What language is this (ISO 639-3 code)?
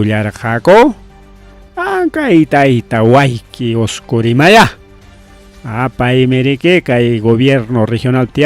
quy